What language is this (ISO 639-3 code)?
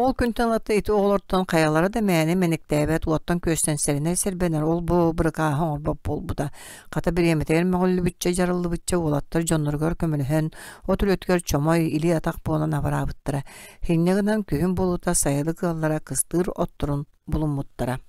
sah